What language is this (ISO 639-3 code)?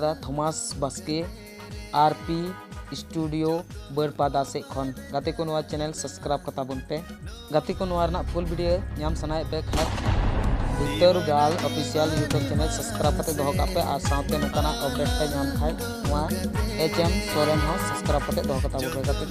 sat